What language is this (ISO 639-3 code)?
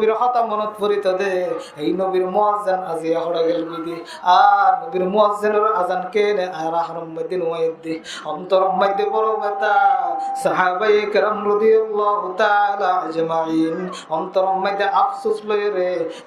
rhg